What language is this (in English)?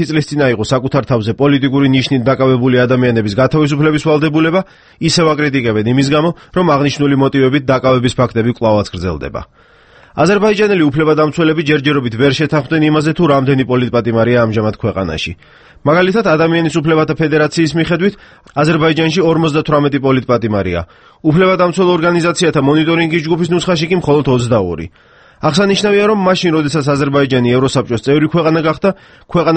Georgian